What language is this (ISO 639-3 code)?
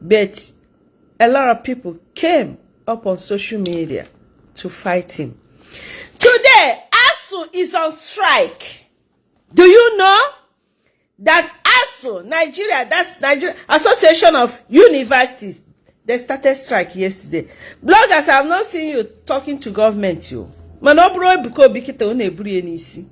ibo